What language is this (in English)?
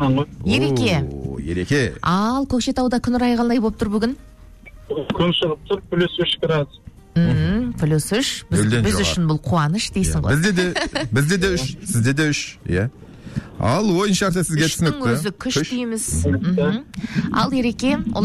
Kazakh